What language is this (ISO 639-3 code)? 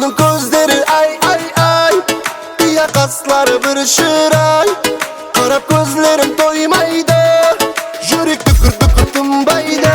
kaa